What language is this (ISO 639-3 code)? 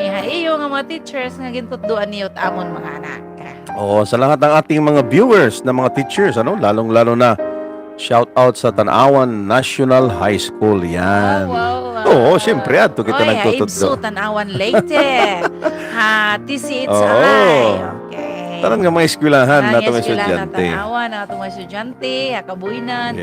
war